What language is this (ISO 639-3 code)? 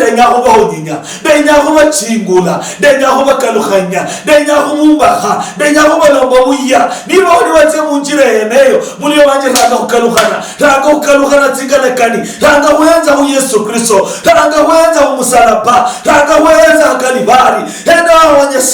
luy